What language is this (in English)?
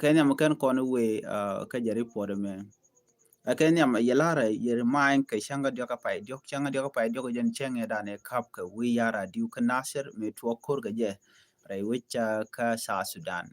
Nuer